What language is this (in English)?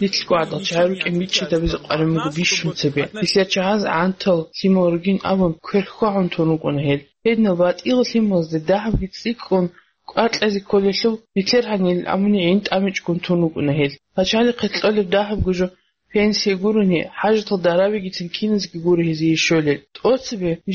Avaric